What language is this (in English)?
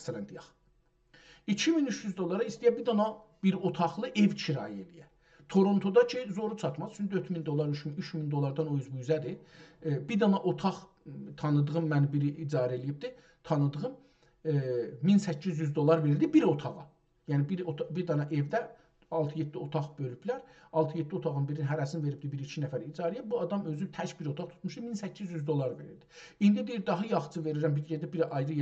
South Azerbaijani